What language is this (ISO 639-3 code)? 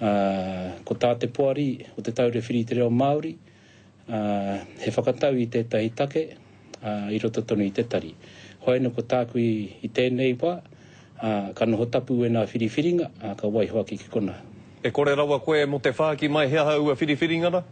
mri